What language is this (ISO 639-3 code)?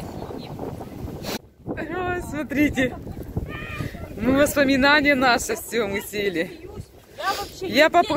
rus